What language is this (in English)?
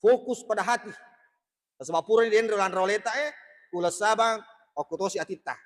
Buginese